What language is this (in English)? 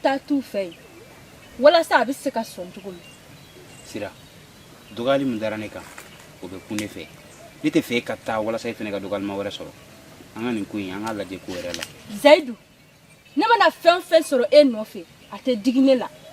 Bambara